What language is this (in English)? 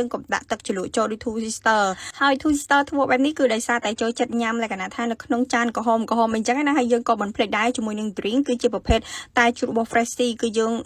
Khmer